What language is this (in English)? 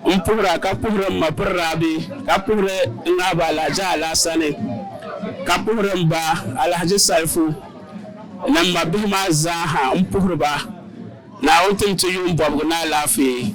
Dagbani